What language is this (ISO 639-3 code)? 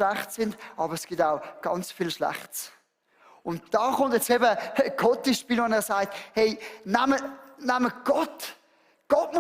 gsw